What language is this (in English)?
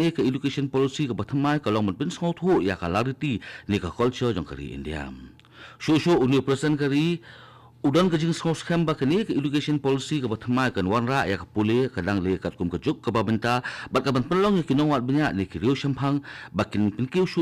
Khasi